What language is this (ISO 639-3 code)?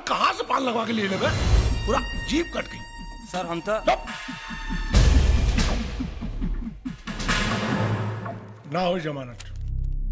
bho